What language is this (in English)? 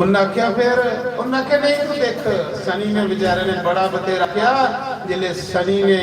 Dogri